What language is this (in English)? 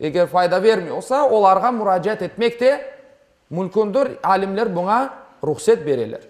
Crimean Tatar